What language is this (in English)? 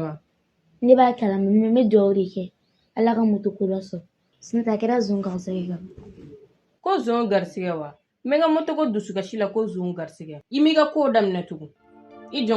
Bambara